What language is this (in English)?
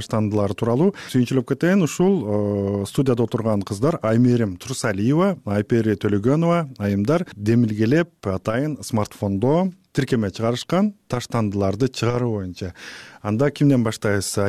Kyrgyz